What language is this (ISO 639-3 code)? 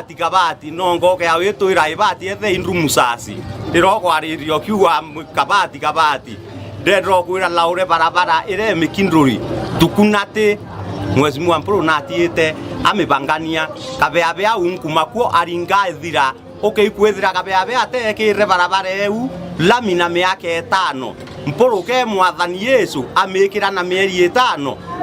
mer